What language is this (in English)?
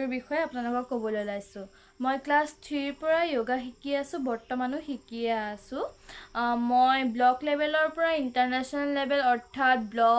Assamese